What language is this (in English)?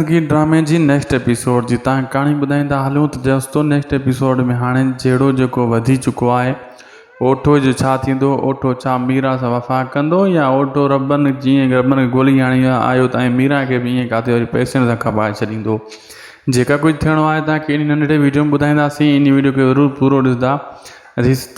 Sindhi